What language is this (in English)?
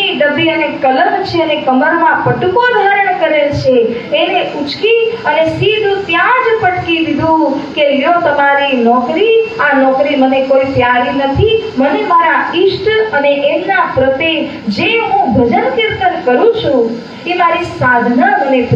Gujarati